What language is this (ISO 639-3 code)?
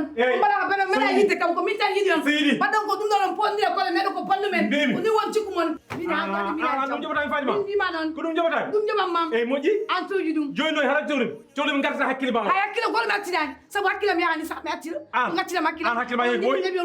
ful